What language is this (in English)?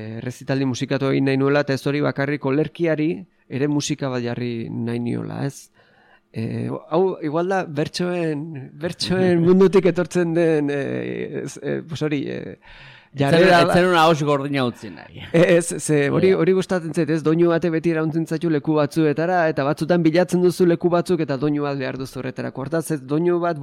Basque